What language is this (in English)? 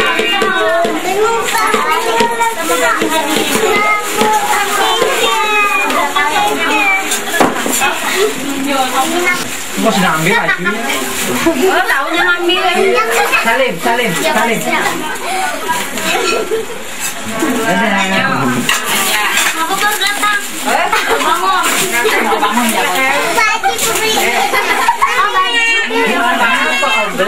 Indonesian